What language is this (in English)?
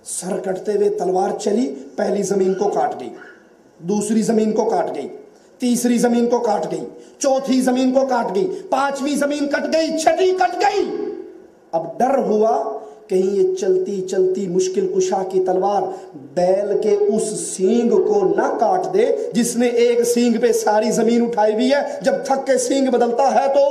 Urdu